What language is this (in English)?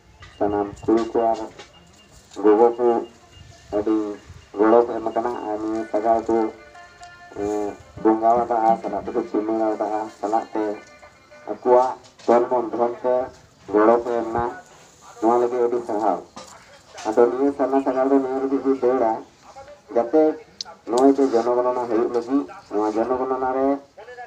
Santali